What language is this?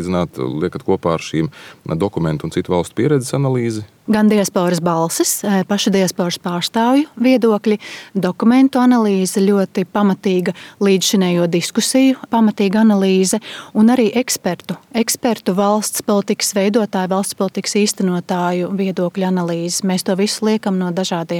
Latvian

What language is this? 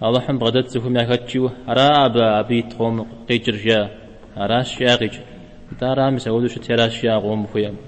Kabardian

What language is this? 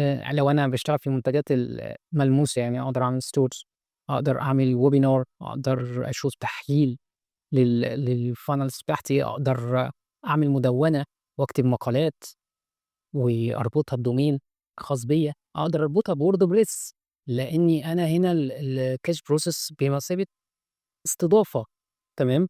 Egyptian Arabic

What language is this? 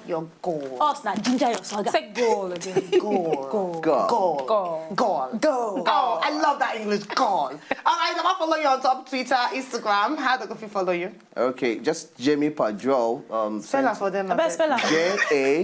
Nigerian Pidgin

